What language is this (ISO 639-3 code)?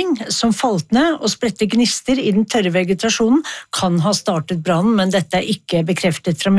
nor